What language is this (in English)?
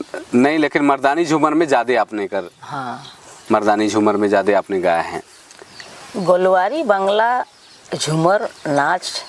Sadri